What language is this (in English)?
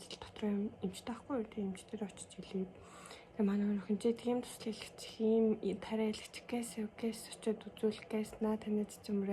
Mongolian